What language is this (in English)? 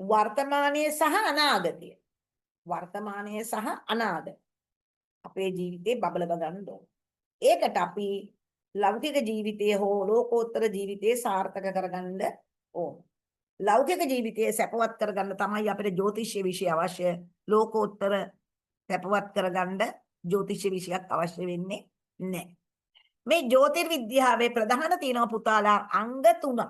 Sinhala